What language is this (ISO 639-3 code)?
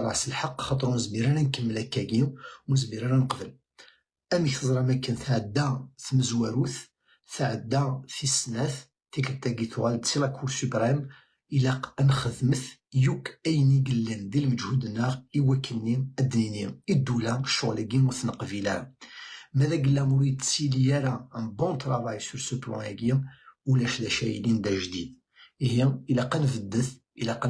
kab